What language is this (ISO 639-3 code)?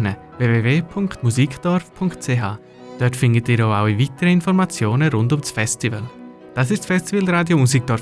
deu